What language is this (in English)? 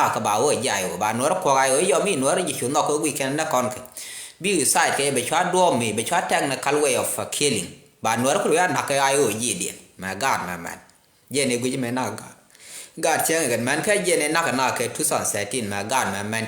Nuer